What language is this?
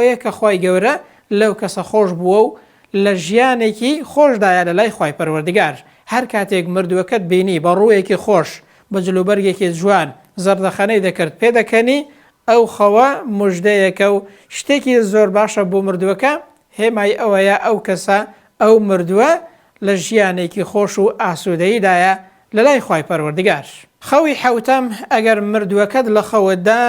Central Kurdish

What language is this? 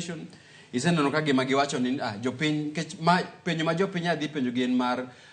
Luo (Kenya and Tanzania)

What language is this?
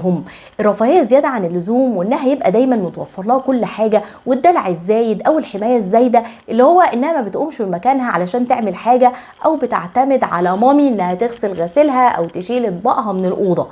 Egyptian Arabic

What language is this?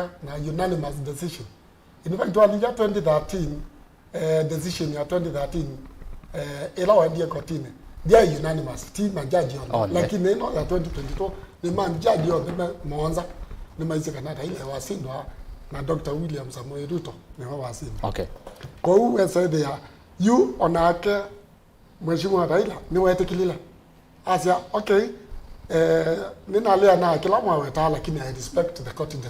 Kamba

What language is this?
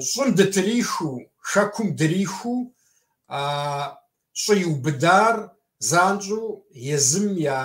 Kabardian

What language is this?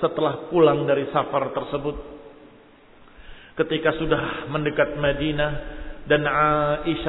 Indonesian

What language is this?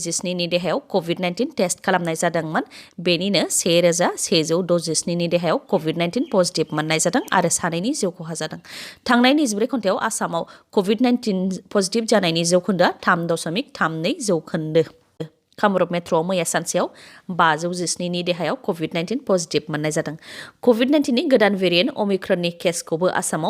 Bodo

